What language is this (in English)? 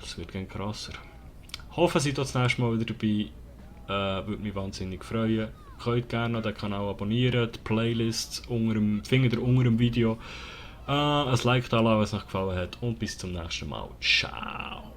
Swiss German